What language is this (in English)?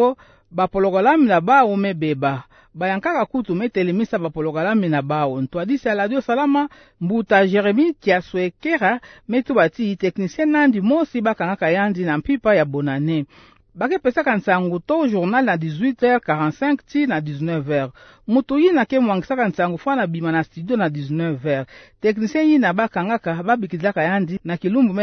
Kituba (Democratic Republic of Congo)